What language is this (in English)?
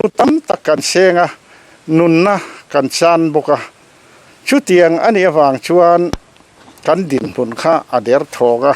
Mizo